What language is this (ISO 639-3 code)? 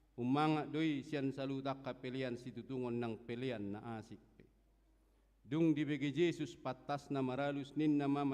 bbc